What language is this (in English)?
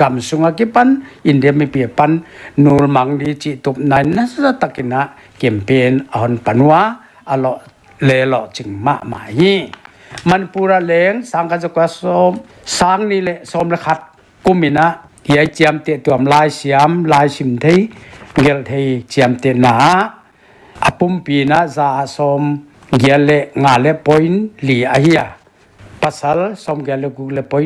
Paite Chin